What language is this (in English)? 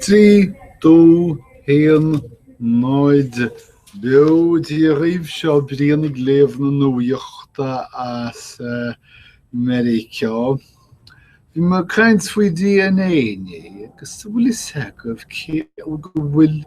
Irish